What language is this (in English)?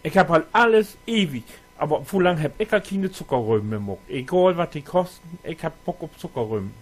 Low German